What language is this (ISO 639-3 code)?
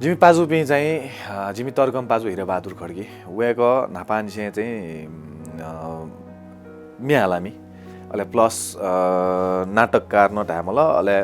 new